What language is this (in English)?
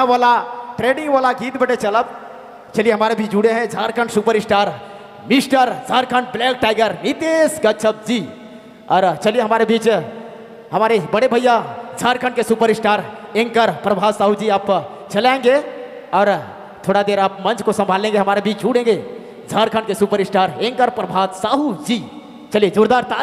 Sadri